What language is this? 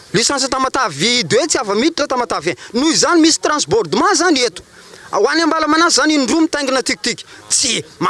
Malagasy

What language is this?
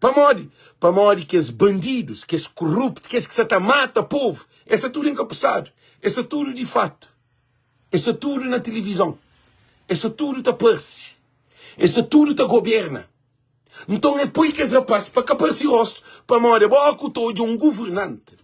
Kabuverdianu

